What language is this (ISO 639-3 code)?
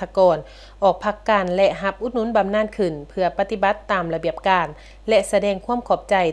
lao